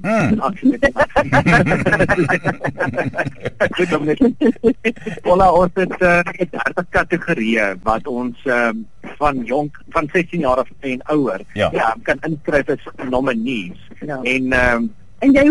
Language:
Afrikaans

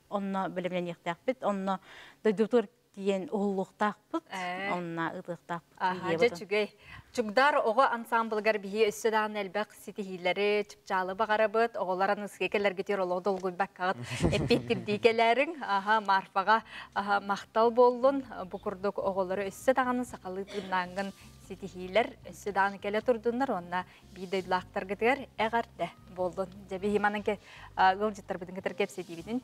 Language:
Yakut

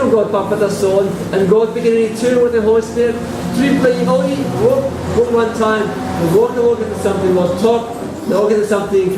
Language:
Tok Pisin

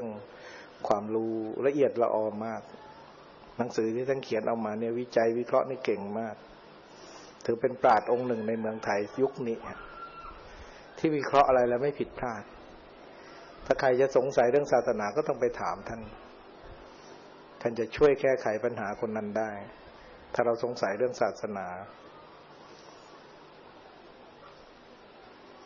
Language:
Thai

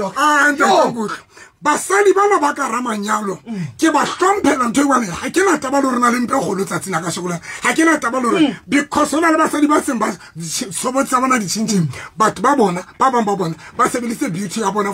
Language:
Southern Sotho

